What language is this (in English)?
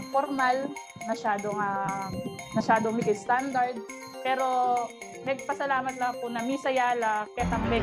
Pampanga